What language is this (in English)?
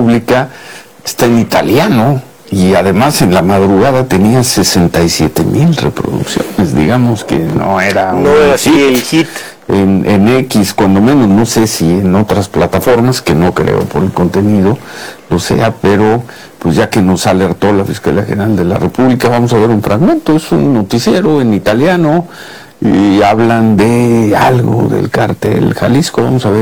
Spanish